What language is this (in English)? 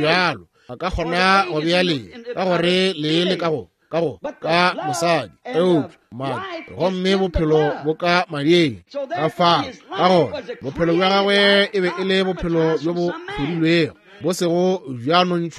Northern Sotho